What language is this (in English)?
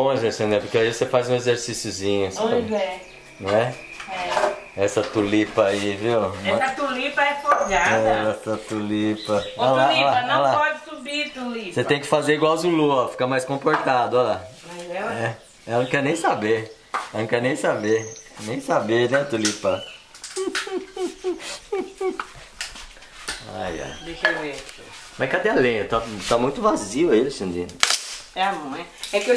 Portuguese